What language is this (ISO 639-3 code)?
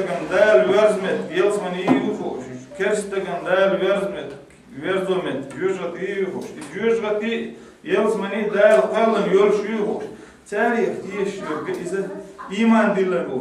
che